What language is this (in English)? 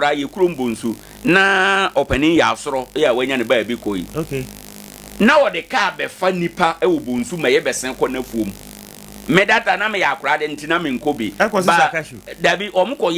Akan